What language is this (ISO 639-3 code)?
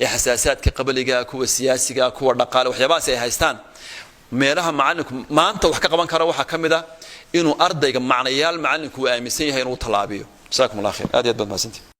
som